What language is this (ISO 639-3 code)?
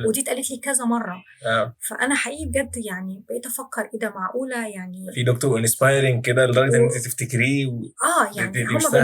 arz